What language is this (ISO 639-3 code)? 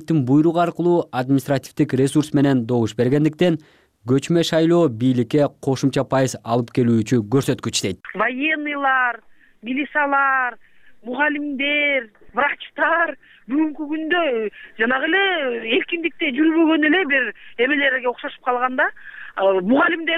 kir